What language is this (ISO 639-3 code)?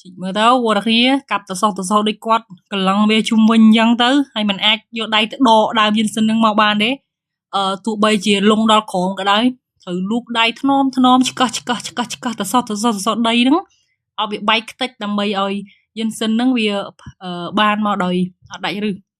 khm